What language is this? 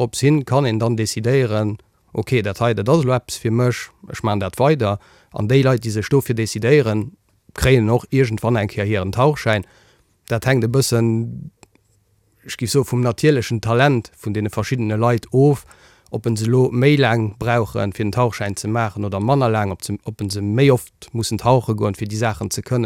Luxembourgish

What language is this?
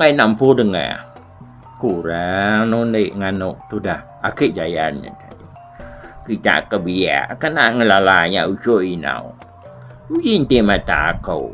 Iban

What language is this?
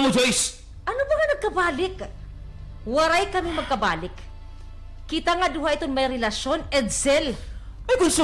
Waray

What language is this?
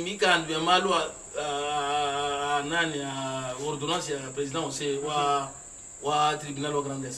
Luba-Lulua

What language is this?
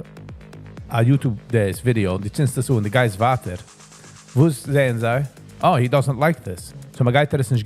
Yiddish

